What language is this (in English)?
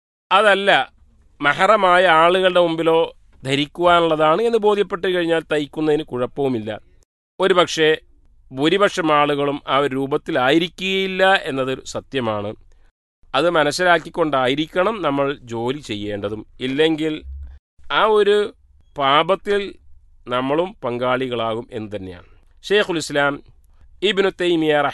Malayalam